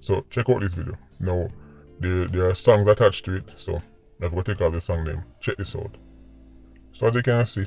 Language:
Jamaican Creole English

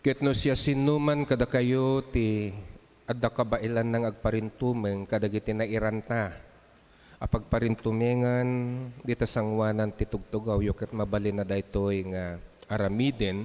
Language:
Iloko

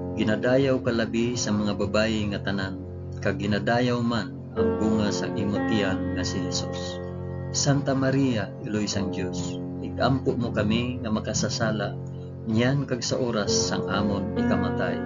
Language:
Hiligaynon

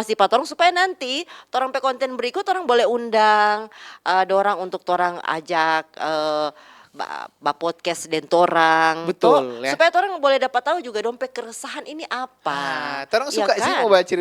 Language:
Manado Malay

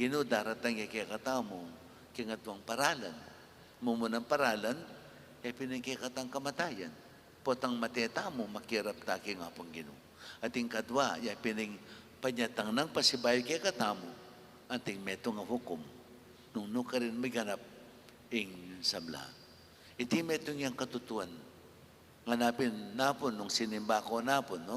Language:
Pampanga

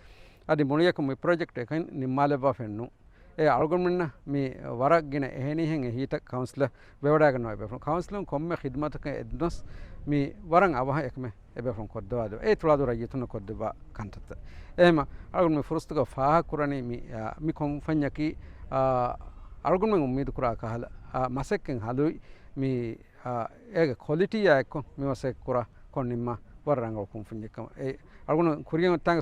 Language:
Divehi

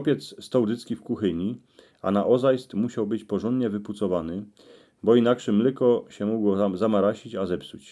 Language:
Silesian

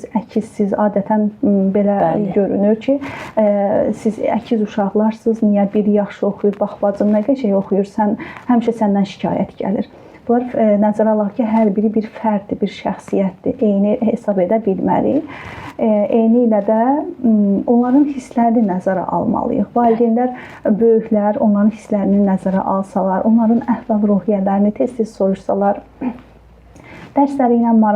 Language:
Azerbaijani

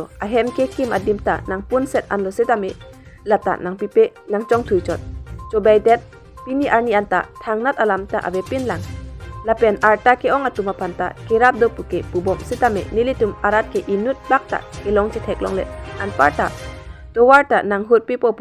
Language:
Karbi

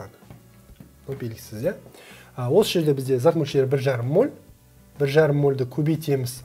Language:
Kazakh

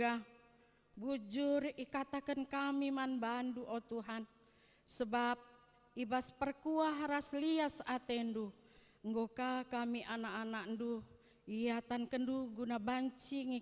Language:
Batak Karo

